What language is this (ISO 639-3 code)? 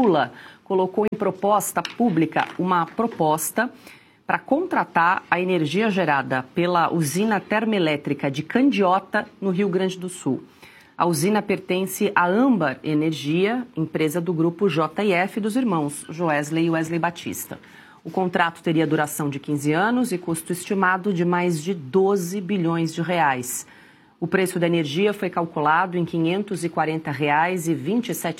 por